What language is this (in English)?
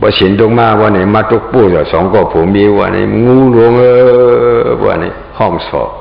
Shan